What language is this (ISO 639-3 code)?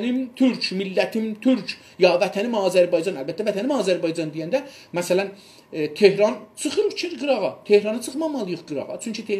azb